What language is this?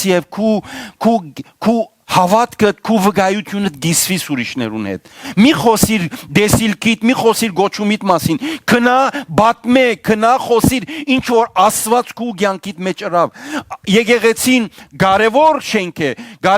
Western Armenian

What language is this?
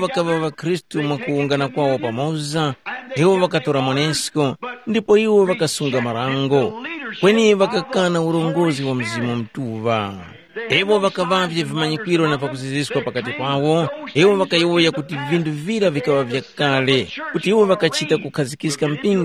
Tumbuka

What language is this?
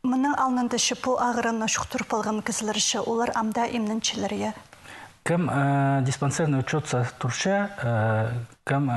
Khakas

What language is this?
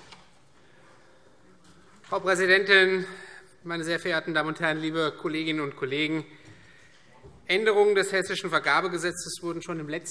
German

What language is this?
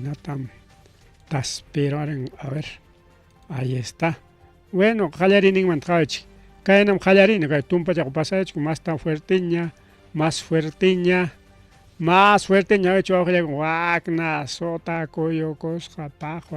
Ayacucho Quechua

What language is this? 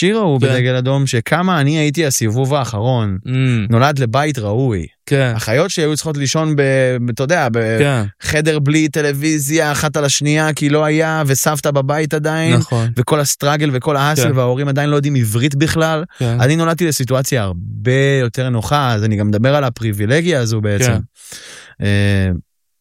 Hebrew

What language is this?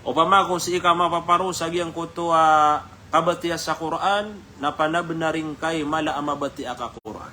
Maranao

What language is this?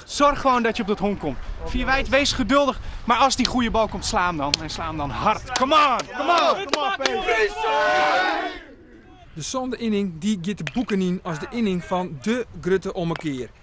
Western Frisian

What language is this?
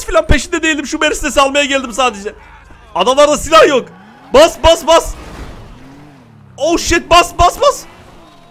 Turkish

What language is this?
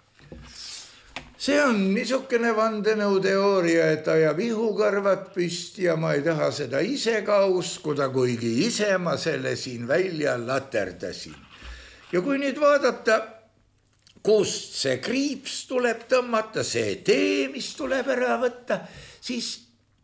Estonian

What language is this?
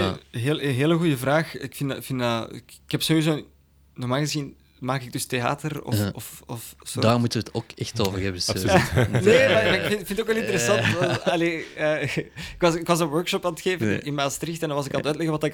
Dutch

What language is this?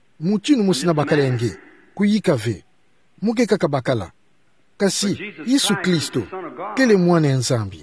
Kituba (Democratic Republic of Congo)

